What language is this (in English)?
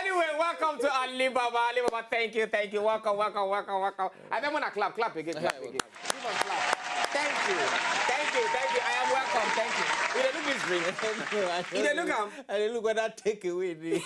Nigerian Pidgin